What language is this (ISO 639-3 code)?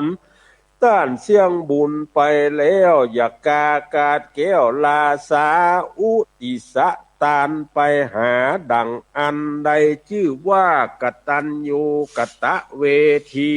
nod